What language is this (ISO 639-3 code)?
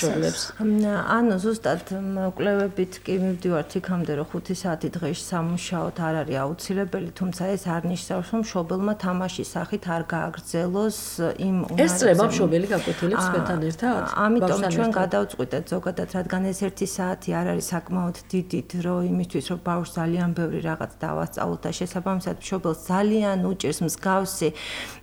kat